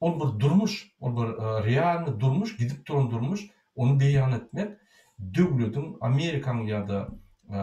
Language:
Turkmen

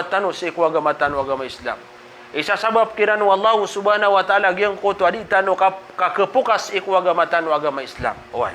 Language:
Maranao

